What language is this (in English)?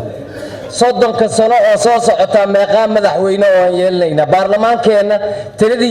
Somali